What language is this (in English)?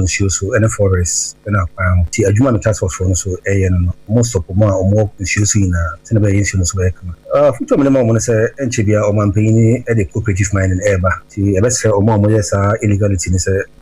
Akan